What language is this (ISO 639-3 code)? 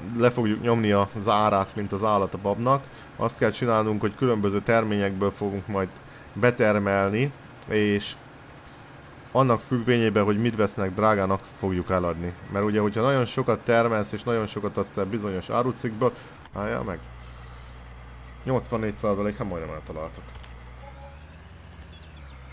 hun